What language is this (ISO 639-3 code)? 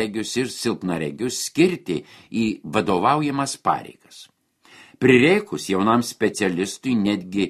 lit